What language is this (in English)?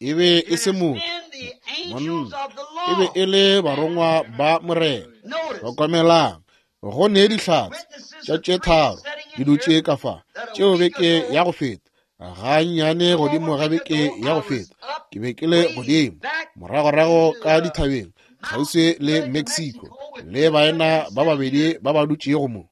Northern Sotho